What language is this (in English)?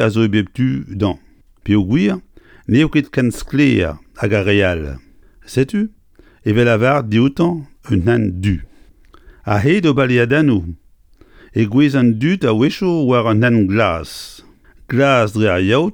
Breton